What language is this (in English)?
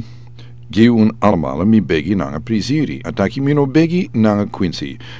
Sranan Tongo